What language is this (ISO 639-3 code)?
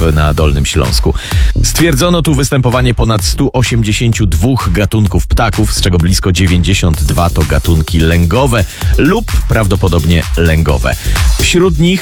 pol